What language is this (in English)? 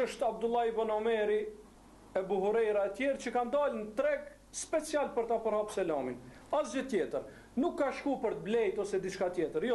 Albanian